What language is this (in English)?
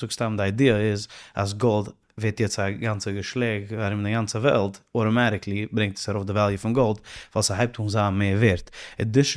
Yiddish